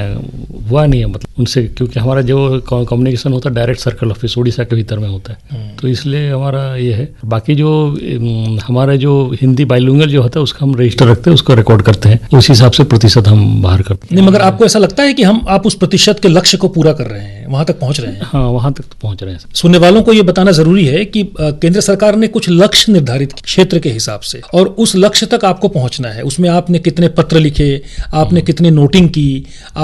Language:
Hindi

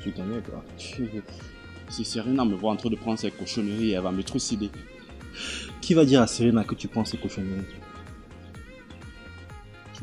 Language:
French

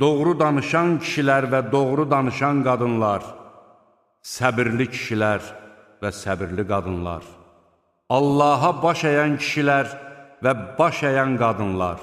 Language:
Azerbaijani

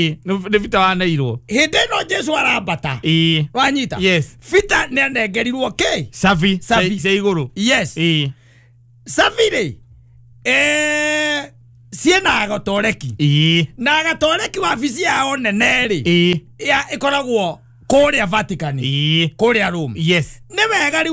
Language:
Kikuyu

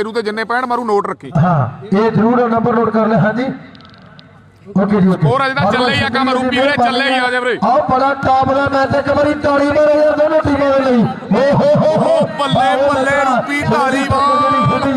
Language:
Punjabi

